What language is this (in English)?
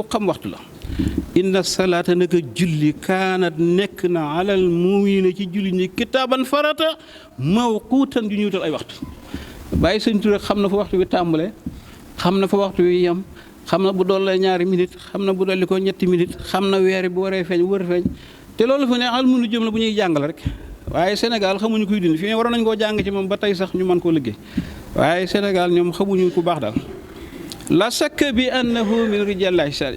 Wolof